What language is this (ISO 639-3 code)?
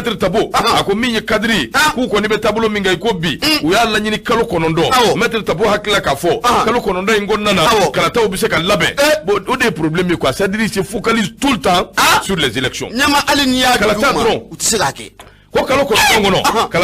bam